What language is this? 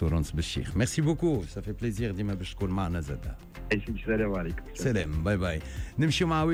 Tunisian Arabic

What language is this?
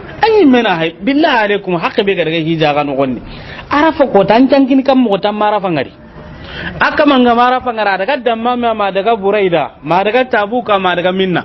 Soninke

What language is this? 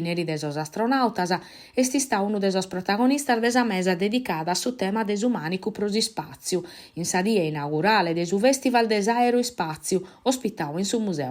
Sardinian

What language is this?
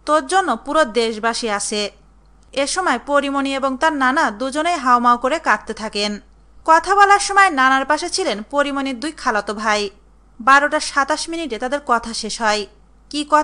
Bangla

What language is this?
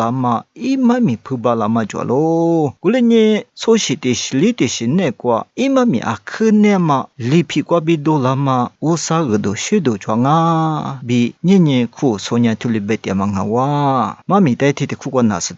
Lisu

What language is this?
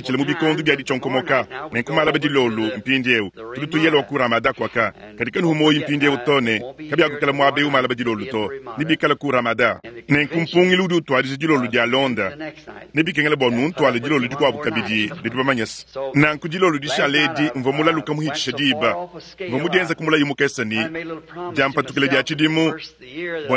Luba-Lulua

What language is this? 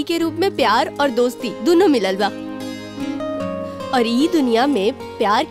Bhojpuri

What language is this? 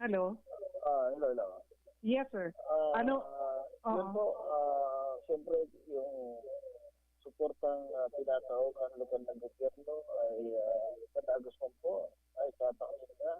Bikol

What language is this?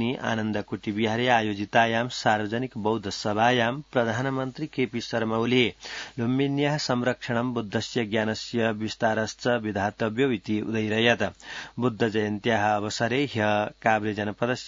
Sanskrit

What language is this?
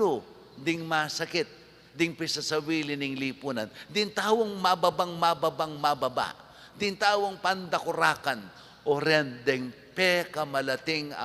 Pampanga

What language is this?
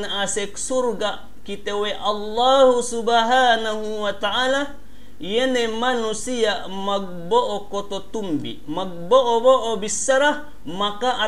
Yakan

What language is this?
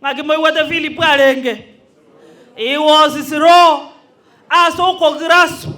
Gusii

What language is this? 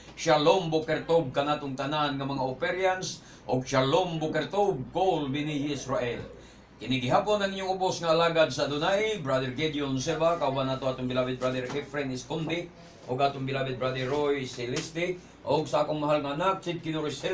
Cebuano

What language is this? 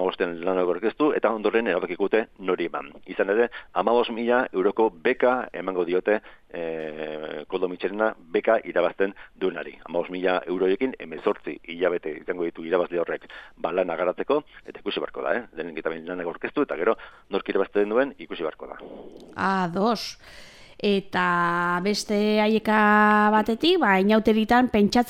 Basque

